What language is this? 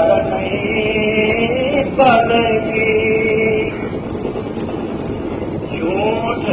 Urdu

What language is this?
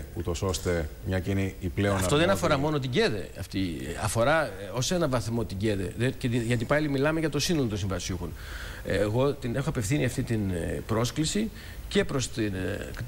Greek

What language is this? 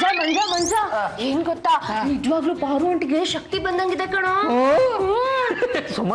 Kannada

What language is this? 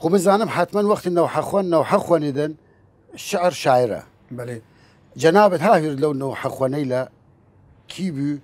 Southern Kurdish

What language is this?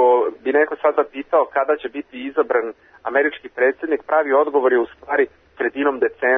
Serbian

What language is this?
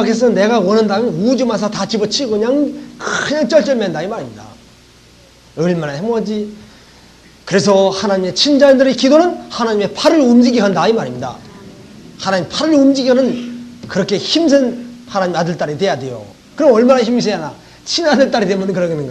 Korean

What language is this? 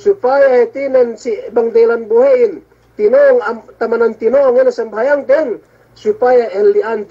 Yakan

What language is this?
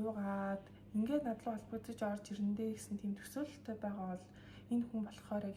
Mongolian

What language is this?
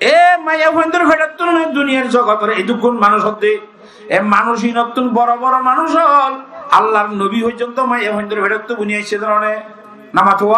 Rohingya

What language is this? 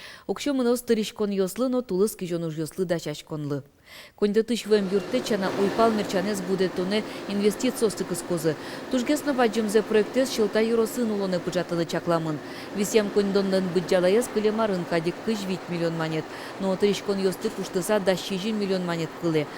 Udmurt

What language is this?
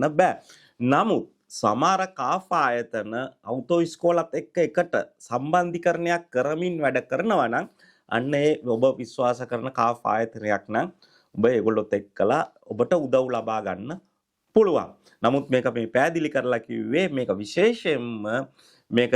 Sinhala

